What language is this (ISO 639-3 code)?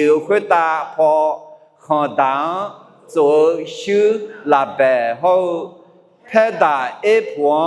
ahk